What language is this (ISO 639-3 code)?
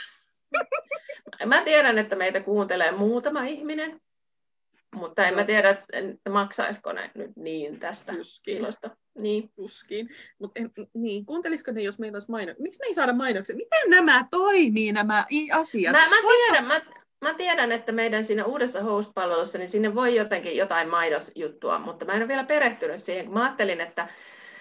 fin